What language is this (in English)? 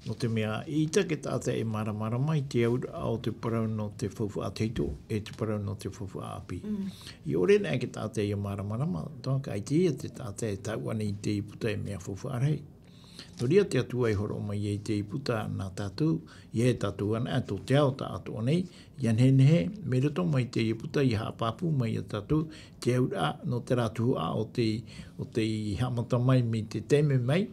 Tahitian